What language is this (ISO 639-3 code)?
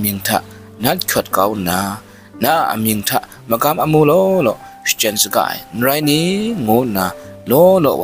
kac